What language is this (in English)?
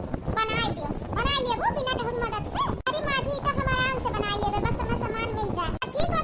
Awadhi